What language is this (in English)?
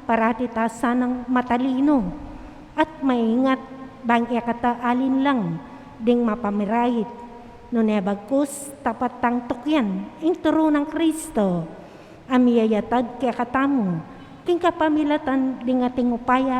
Pampanga